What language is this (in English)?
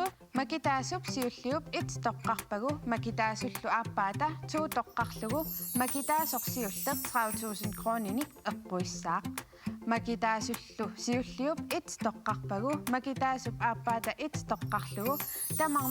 Kalaallisut